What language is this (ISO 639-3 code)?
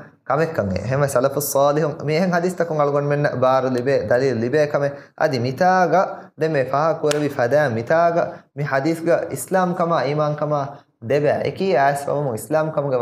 div